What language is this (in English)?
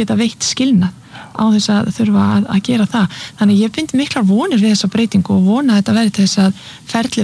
Icelandic